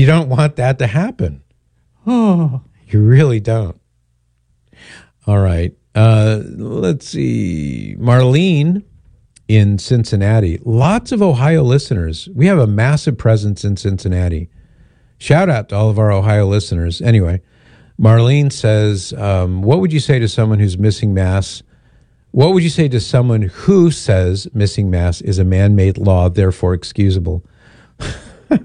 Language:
English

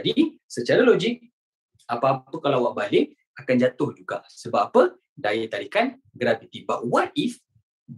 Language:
Malay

